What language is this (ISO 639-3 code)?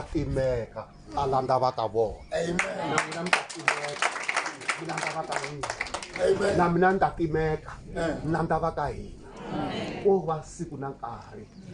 tso